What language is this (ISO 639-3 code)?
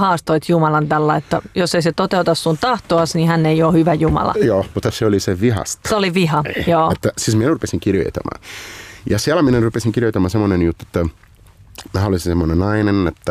fin